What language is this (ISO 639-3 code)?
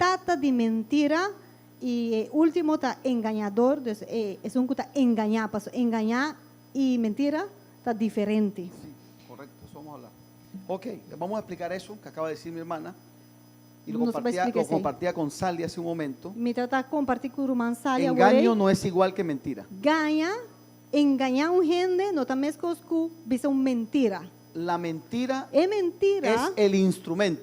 pap